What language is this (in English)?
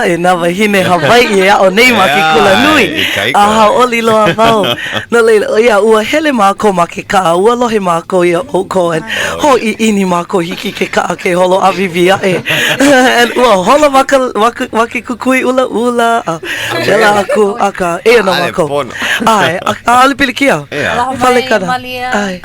Hawaiian